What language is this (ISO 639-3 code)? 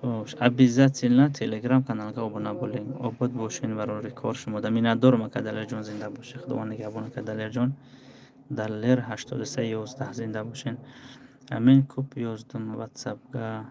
tgk